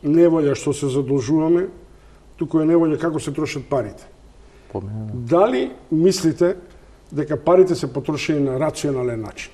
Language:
Macedonian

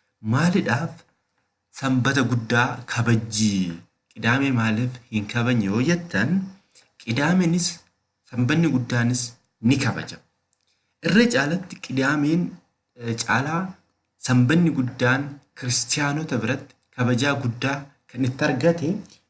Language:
Oromo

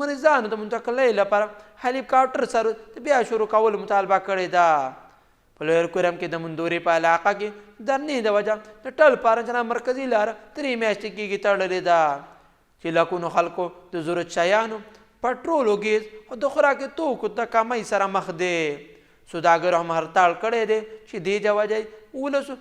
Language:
Pashto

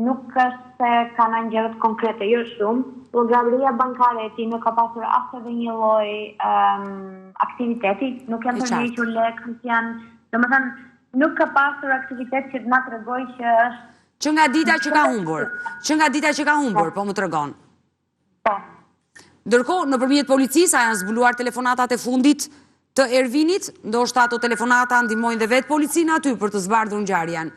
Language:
Albanian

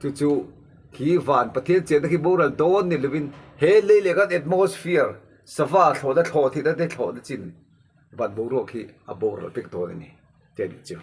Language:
Mizo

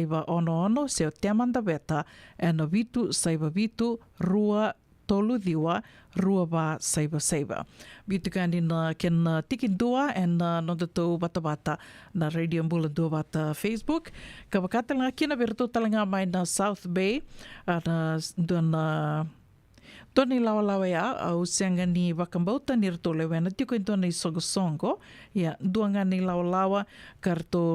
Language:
Fijian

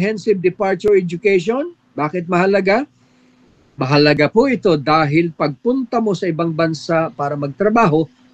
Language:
Filipino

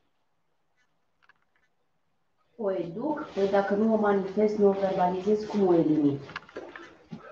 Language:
Romanian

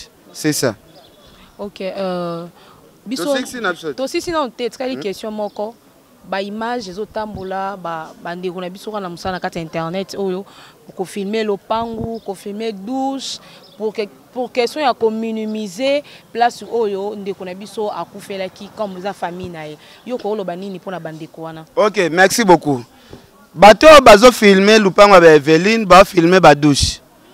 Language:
Lingala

